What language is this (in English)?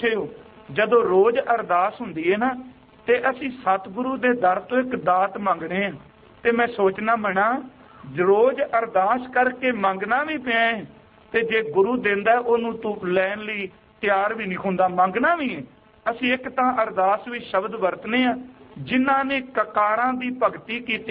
Punjabi